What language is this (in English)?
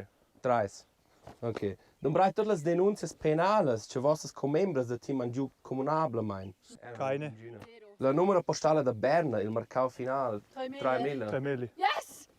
Romansh